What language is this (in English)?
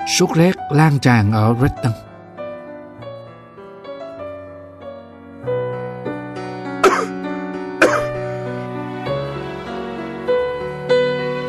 Vietnamese